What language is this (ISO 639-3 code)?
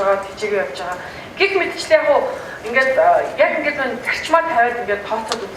mon